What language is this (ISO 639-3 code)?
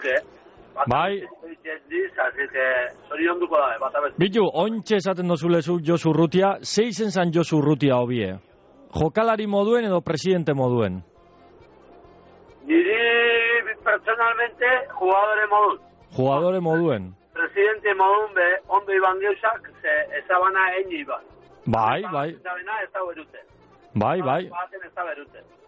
eus